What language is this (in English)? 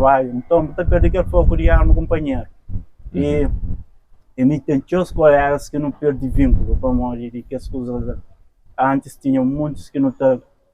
Kabuverdianu